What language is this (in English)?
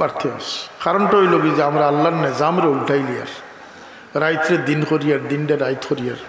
Sylheti